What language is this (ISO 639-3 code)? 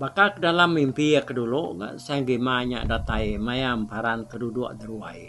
iba